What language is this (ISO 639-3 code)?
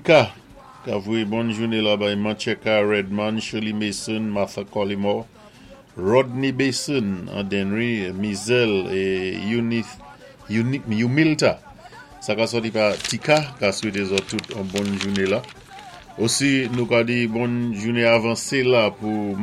acf